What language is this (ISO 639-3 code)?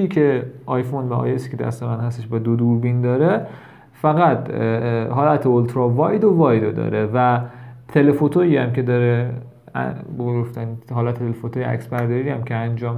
fas